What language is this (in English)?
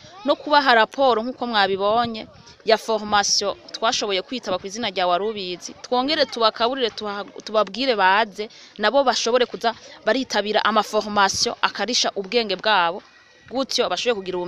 Rundi